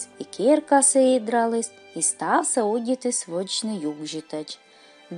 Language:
Komi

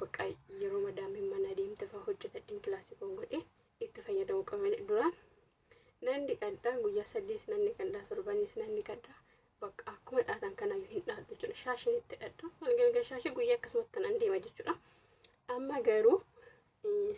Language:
Oromo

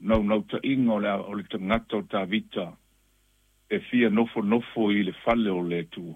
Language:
Samoan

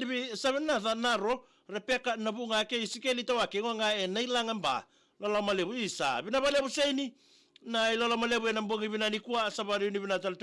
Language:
Fijian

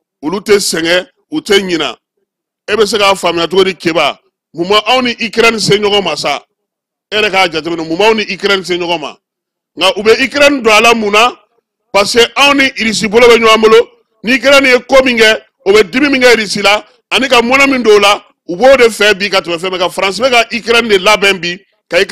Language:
Bambara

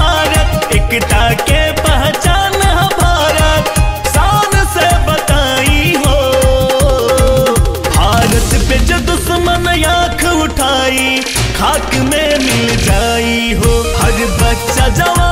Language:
Bhojpuri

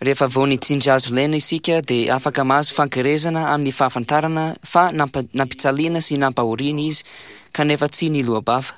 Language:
Malagasy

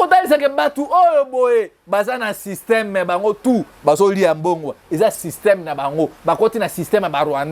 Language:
Lingala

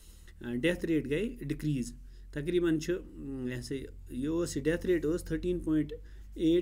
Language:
Kashmiri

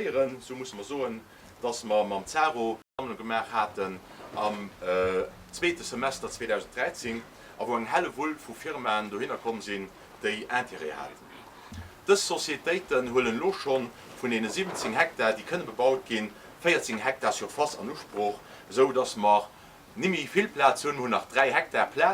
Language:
Luxembourgish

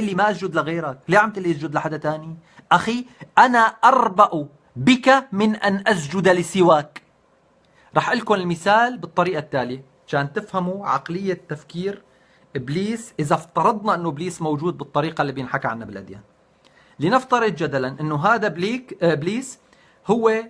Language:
North Levantine Arabic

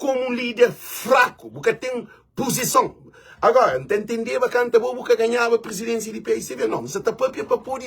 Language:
Kabuverdianu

